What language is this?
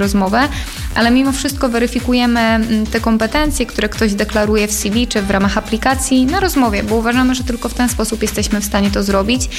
Polish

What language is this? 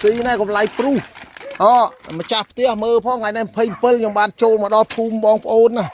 Khmer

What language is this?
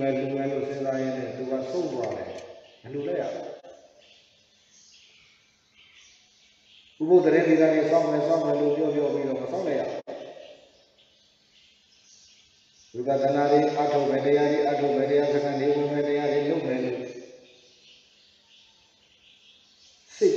Burmese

